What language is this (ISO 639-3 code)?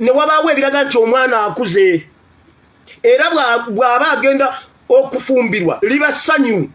lug